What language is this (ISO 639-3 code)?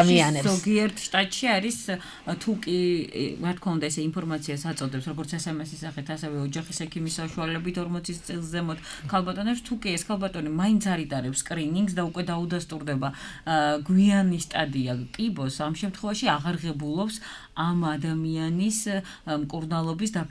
kat